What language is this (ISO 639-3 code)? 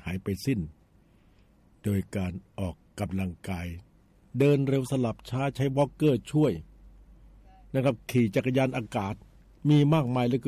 tha